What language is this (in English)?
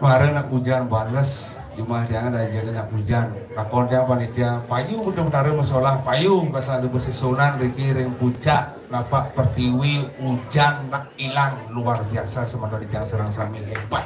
Balinese